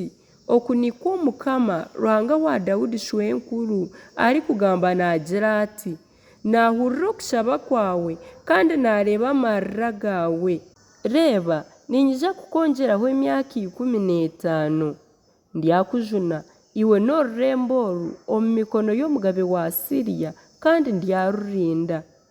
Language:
Nyankole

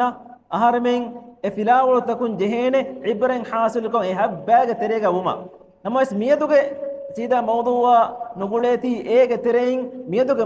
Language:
Divehi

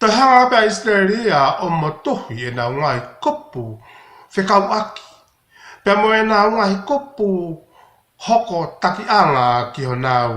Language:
Tongan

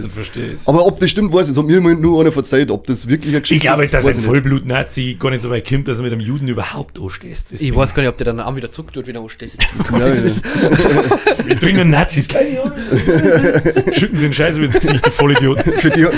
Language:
Bavarian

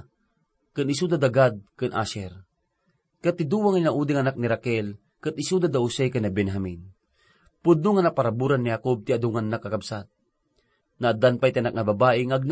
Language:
Iloko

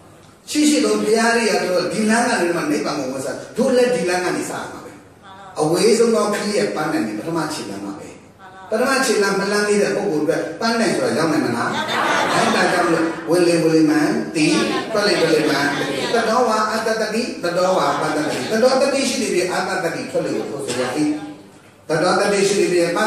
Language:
Burmese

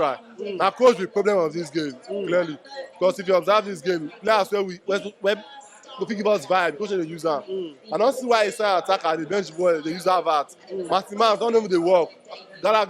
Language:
Nigerian Pidgin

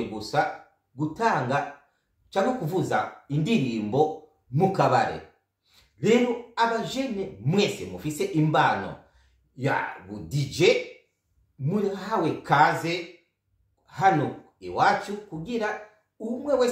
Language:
Rundi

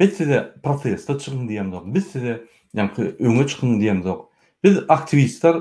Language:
Turkmen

